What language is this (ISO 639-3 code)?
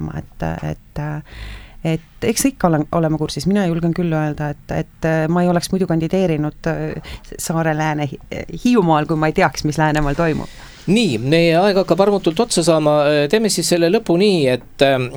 est